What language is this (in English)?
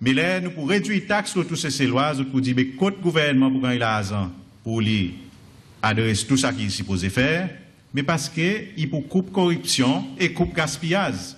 Seselwa Creole French